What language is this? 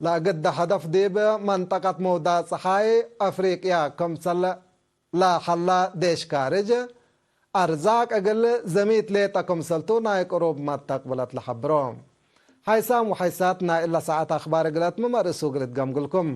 Tigre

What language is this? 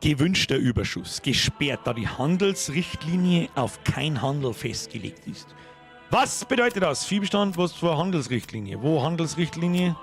Bavarian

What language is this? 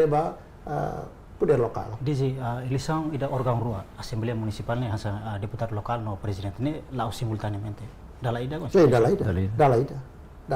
Tetum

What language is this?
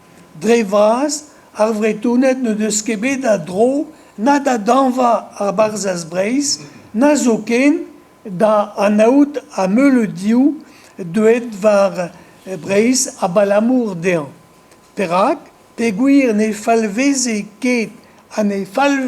Breton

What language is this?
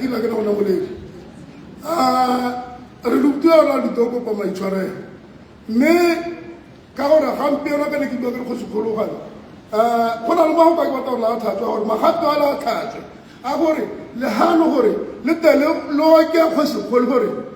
Tswana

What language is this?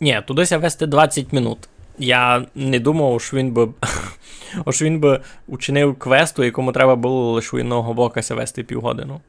Rusyn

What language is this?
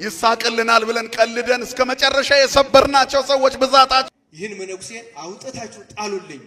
Amharic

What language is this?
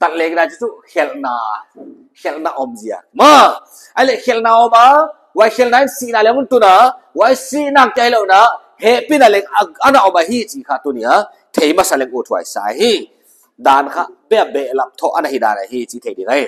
Paite Chin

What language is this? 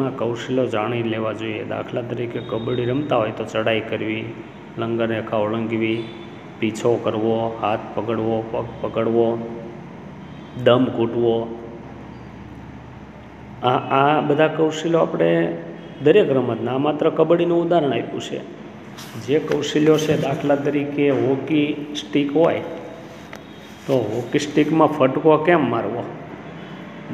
Gujarati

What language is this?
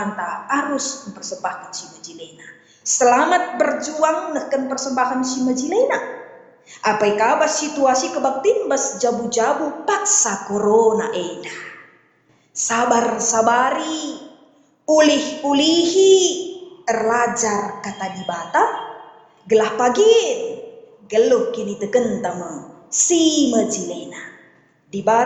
Batak Karo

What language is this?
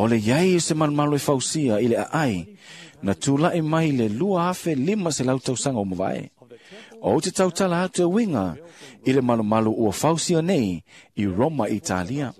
Samoan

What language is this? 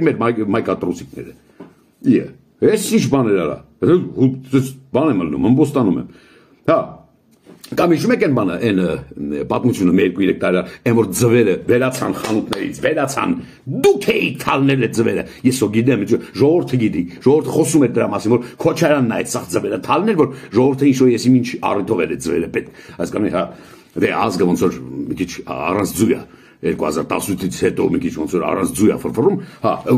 Armenian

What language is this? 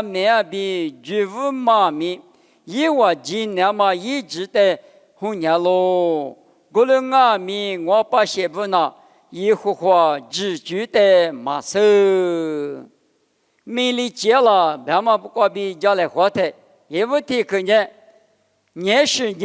Lisu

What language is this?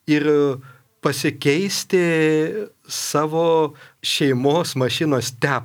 Lithuanian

